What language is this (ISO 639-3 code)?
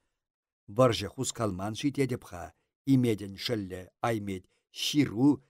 chv